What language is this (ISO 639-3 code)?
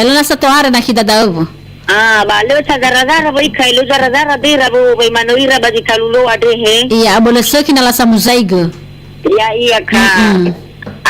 nia